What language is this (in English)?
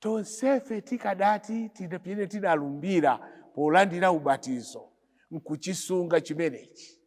Nyanja